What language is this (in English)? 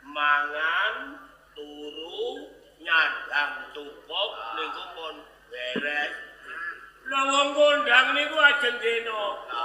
Javanese